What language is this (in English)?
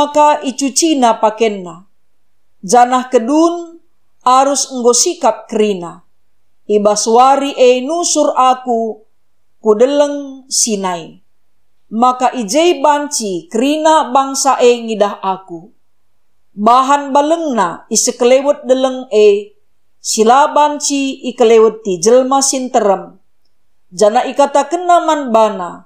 Batak Karo